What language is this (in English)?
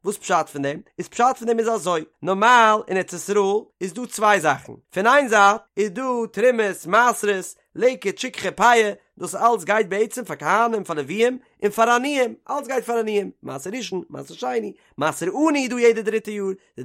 Yiddish